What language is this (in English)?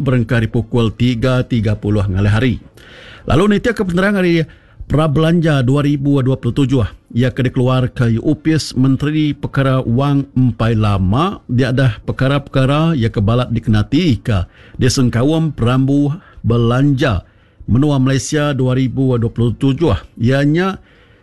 Iban